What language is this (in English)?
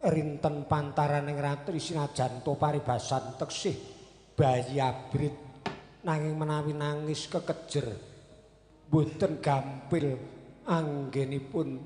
Javanese